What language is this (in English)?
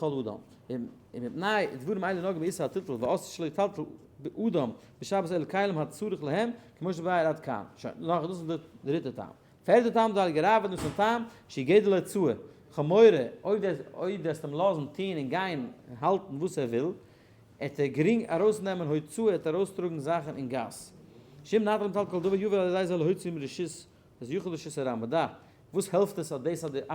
Yiddish